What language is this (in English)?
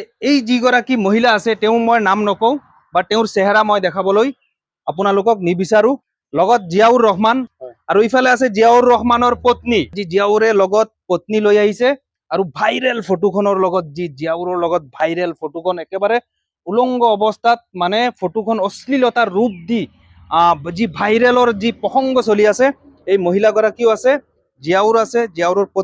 Assamese